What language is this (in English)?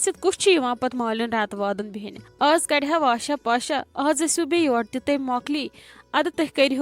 Kashmiri